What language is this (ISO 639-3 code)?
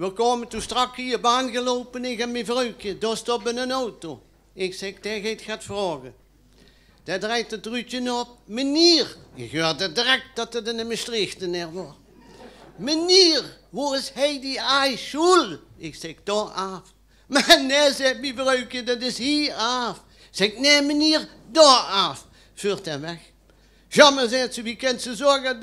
lim